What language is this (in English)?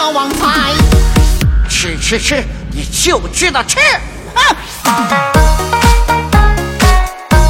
Chinese